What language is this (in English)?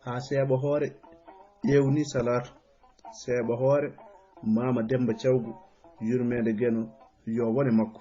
Fula